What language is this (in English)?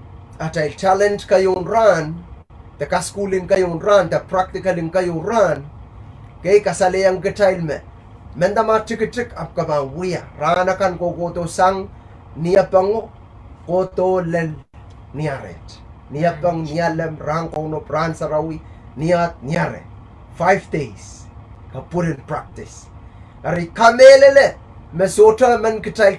Pohnpeian